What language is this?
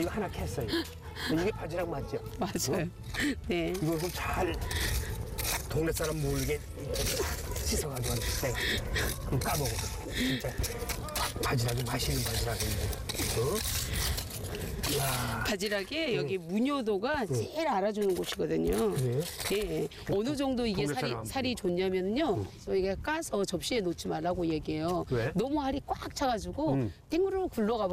Korean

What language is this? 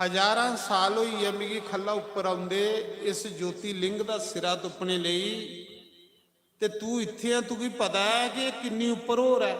Dogri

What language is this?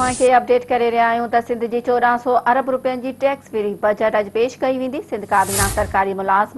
Sindhi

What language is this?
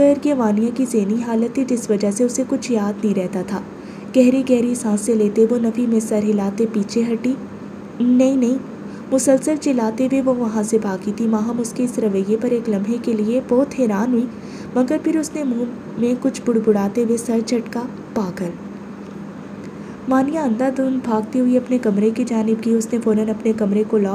Urdu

